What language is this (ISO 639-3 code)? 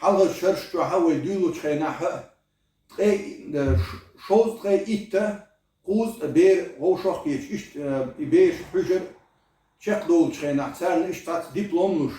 che